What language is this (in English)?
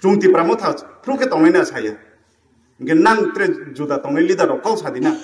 Riang (India)